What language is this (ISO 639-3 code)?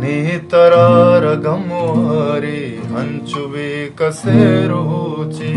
bal